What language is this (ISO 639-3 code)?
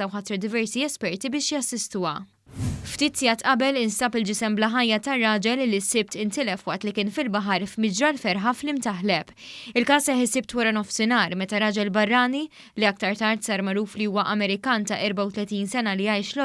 mlt